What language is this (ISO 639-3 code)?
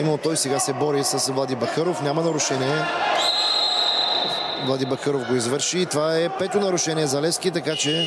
bul